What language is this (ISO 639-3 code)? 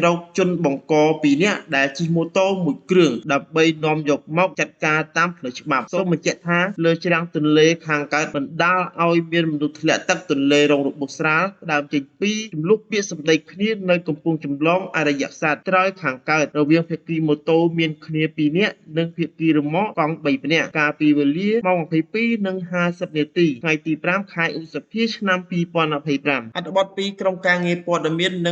khm